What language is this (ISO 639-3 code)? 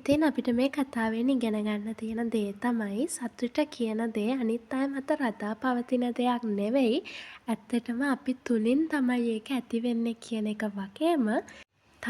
sin